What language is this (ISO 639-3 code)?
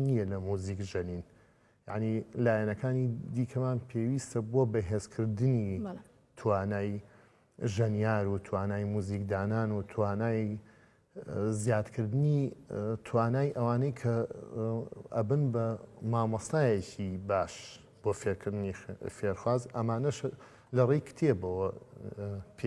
ckb